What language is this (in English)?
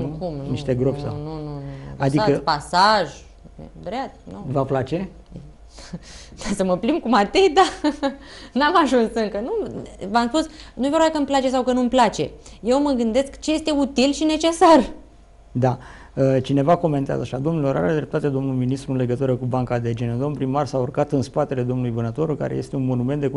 Romanian